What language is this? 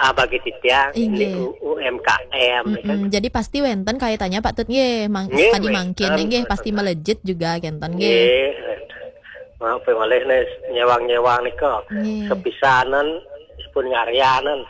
Balinese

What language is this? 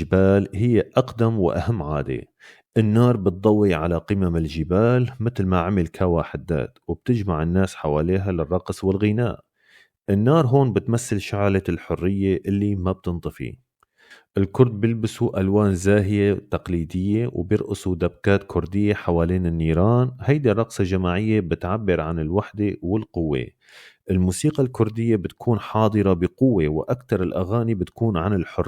North Levantine Arabic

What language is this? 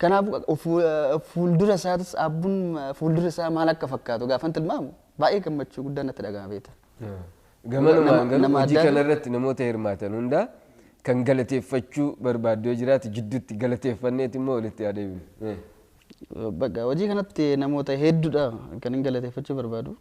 Oromo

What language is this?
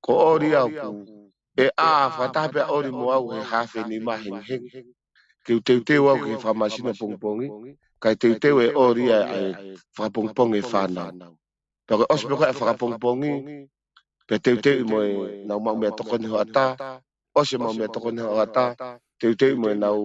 Tongan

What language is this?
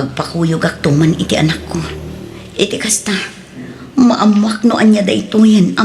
Iloko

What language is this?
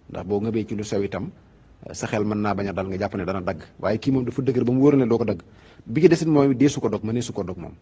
Wolof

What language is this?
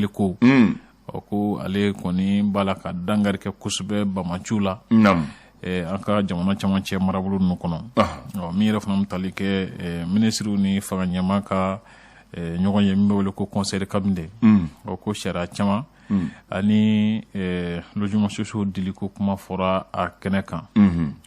Bambara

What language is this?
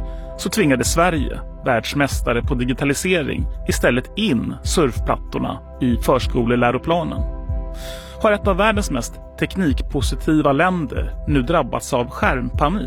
Swedish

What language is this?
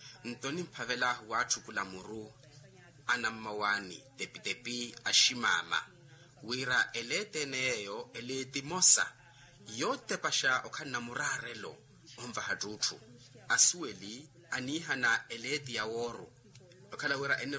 Makhuwa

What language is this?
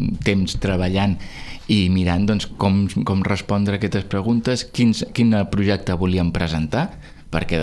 Catalan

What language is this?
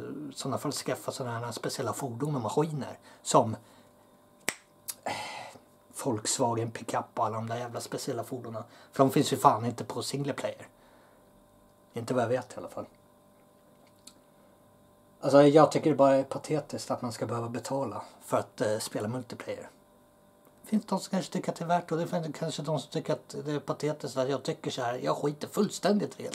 Swedish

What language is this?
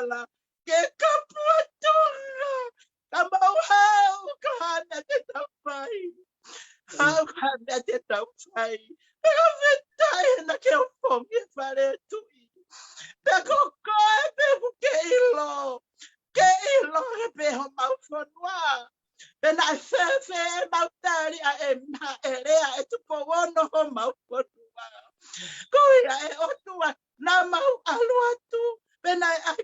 Tongan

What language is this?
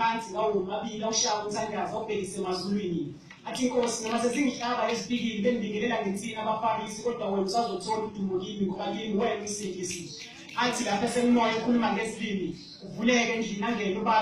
Zulu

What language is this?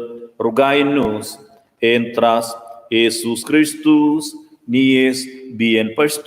Romansh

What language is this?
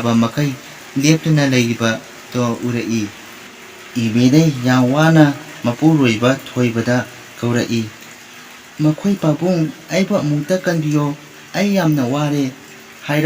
Manipuri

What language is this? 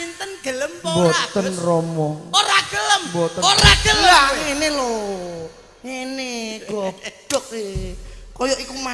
Javanese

